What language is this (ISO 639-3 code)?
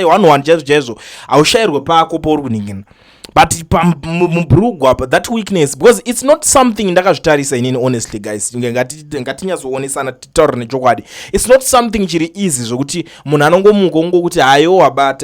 sna